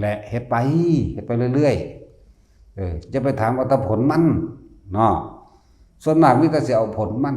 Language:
Northeastern Thai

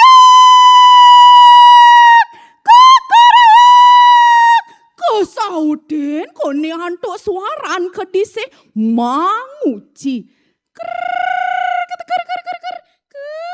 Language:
Balinese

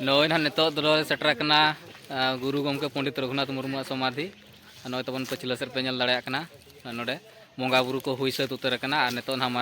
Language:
Santali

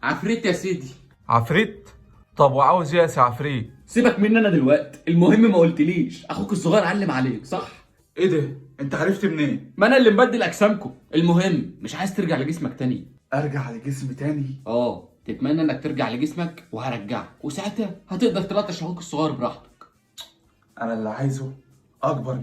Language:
Egyptian Arabic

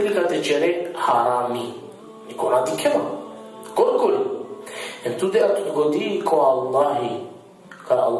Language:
Balkan Romani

